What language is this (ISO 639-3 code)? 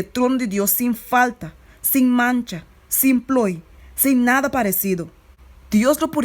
pap